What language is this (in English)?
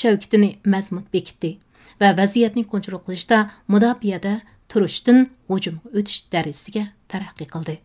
Uyghur